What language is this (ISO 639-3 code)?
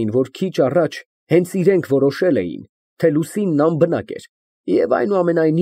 hye